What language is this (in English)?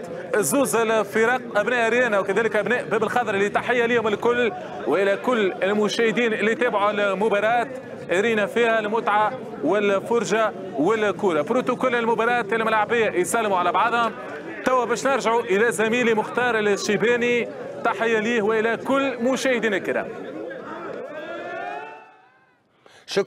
Tunisian Arabic